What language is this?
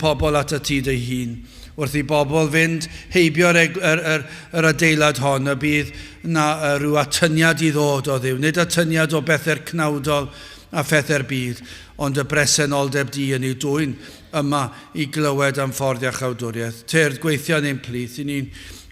Welsh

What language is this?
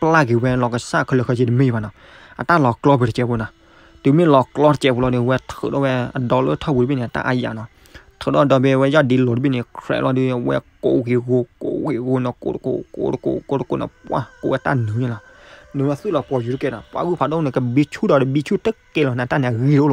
S'gaw Karen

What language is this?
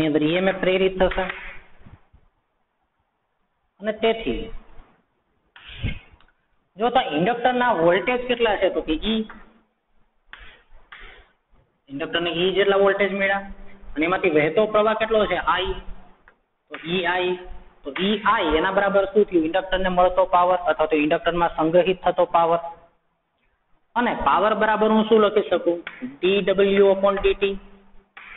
Gujarati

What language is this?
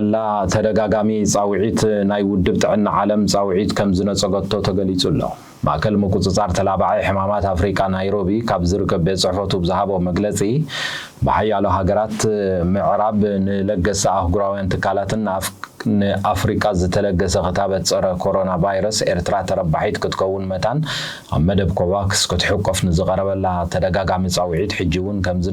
Tigrinya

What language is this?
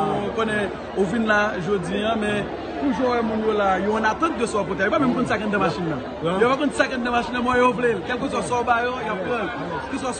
Haitian Creole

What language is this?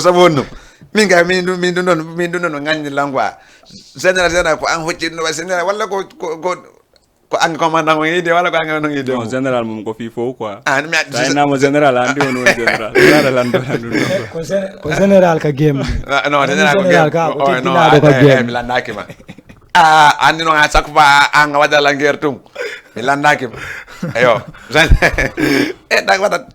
Fula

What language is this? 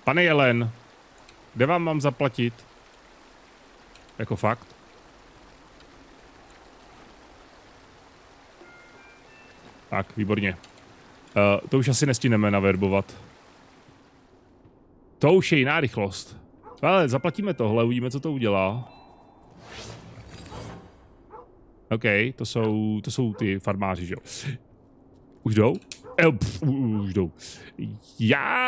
Czech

